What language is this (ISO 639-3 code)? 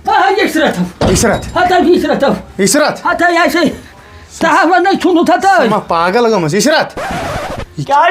kas